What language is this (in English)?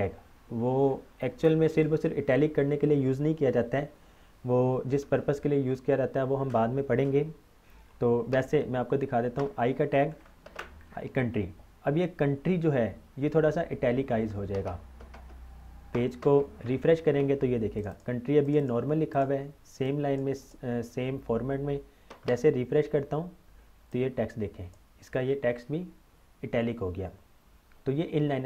Hindi